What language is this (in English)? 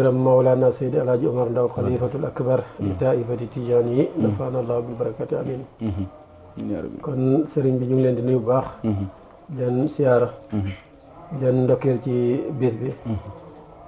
Wolof